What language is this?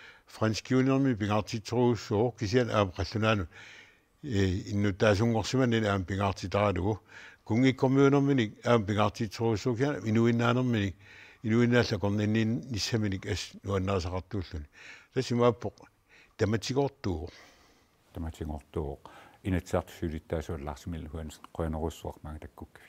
Kalaallisut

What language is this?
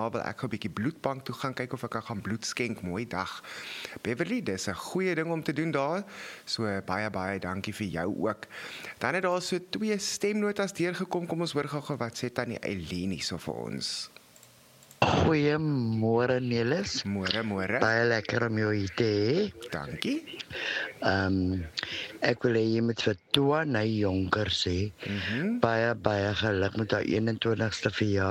Afrikaans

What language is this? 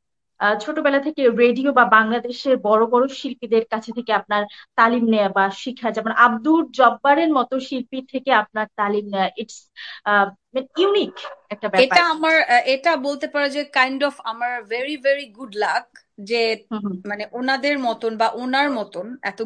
Bangla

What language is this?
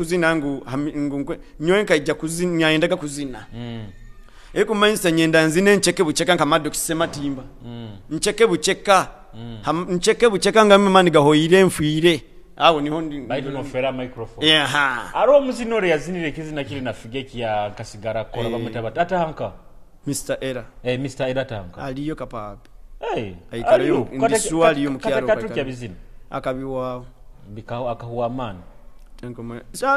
Nyoro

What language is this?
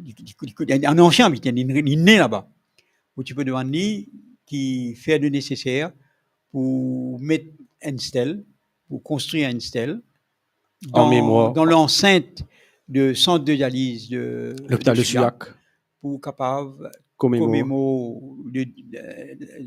Morisyen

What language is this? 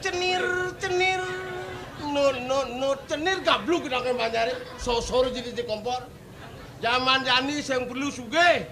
Balinese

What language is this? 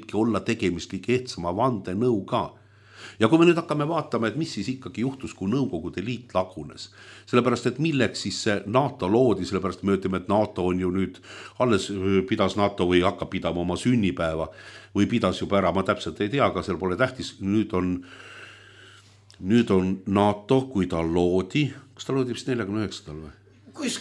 Estonian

